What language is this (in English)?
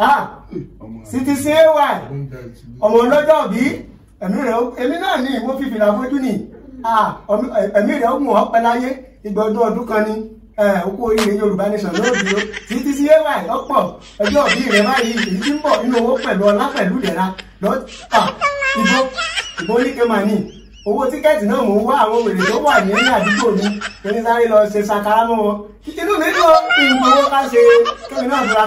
Yoruba